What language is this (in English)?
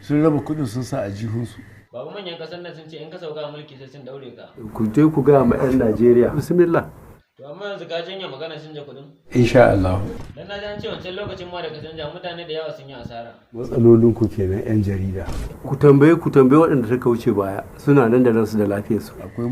Hausa